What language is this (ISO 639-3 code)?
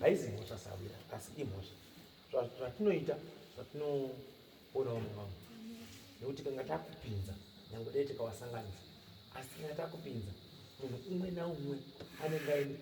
sna